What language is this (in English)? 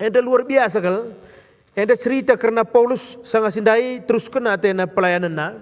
Batak Karo